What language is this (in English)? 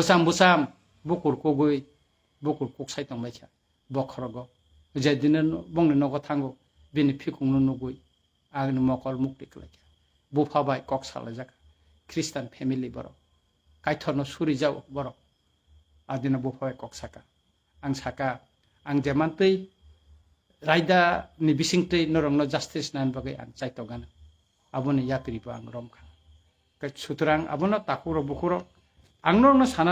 Kok Borok